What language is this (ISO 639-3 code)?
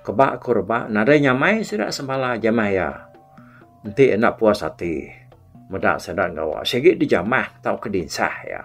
iba